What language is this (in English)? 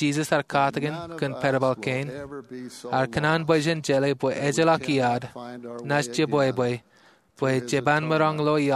Marshallese